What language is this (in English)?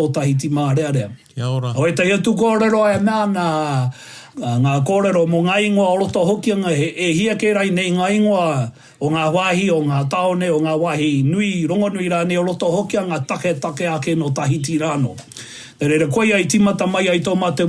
Māori